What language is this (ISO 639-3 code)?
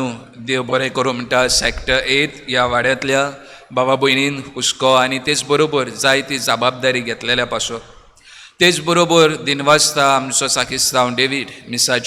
kok